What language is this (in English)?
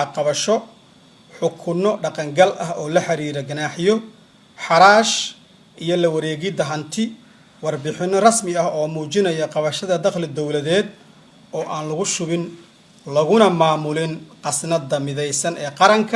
Somali